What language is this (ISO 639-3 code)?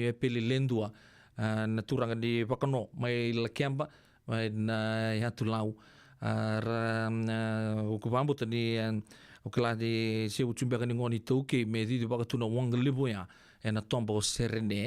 fij